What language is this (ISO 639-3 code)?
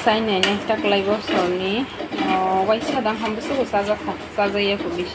trp